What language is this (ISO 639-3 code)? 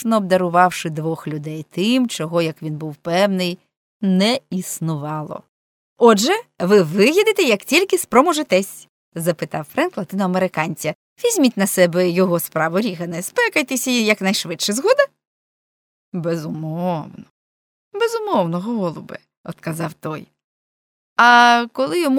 ukr